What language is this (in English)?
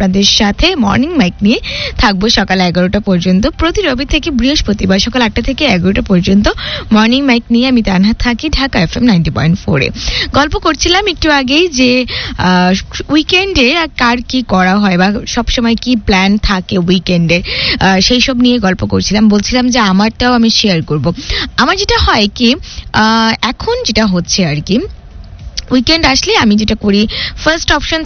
Bangla